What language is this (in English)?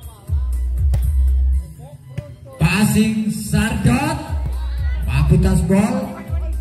Indonesian